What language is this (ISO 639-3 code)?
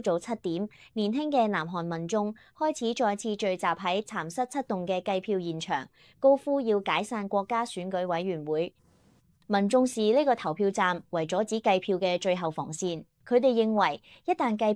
yue